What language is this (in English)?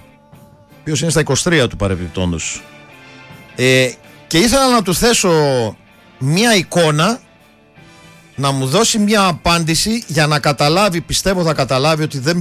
Greek